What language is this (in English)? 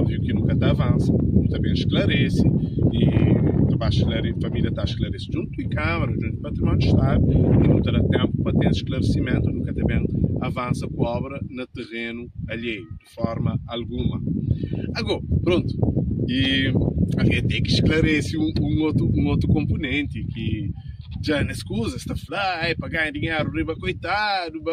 Kabuverdianu